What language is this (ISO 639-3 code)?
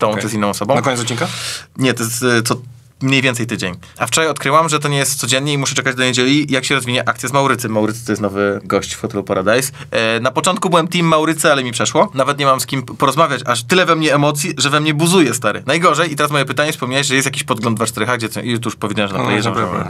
pol